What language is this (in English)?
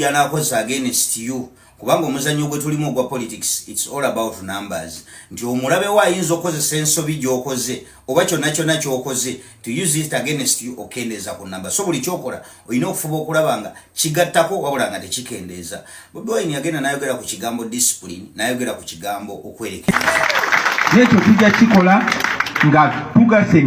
Ganda